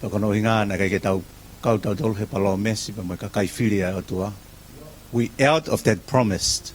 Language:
Tongan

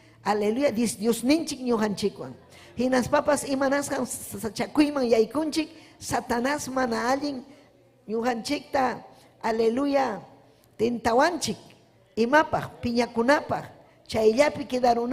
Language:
Ayacucho Quechua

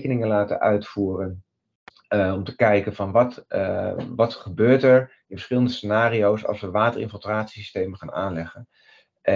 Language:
Dutch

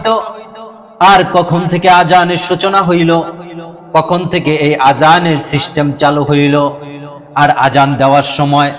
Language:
Bangla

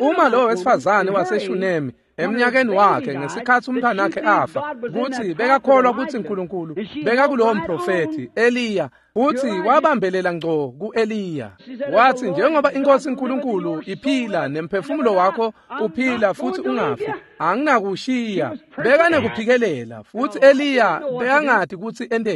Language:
Swati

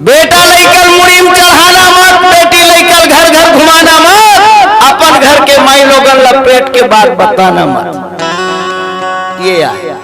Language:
Chhattisgarhi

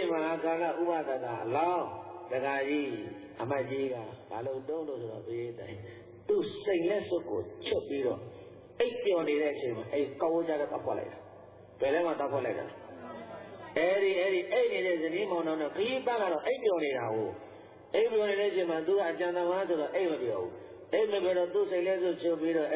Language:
Burmese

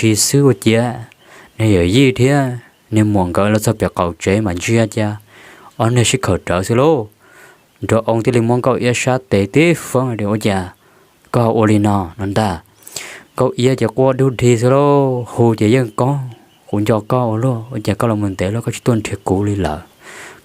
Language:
Hmong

